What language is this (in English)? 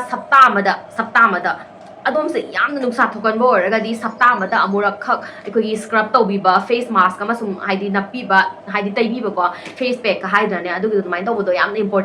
Manipuri